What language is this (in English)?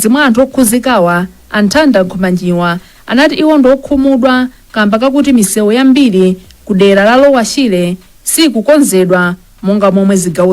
Nyanja